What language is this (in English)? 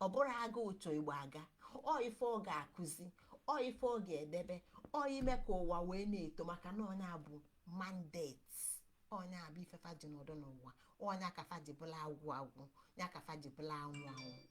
Igbo